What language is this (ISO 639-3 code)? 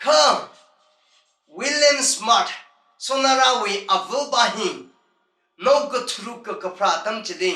nmf